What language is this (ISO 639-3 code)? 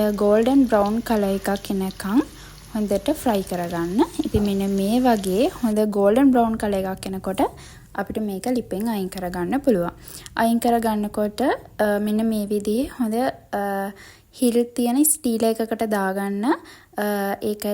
sin